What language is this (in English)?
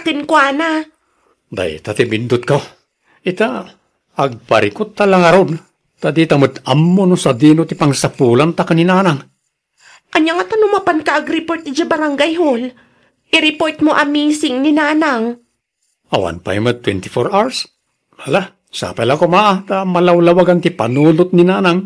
Iloko